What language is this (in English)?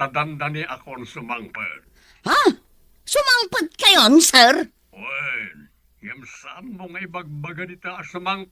Iloko